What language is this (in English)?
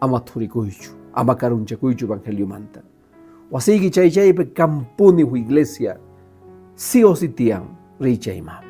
Quechua